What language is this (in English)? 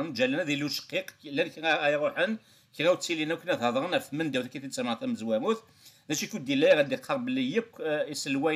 Kabyle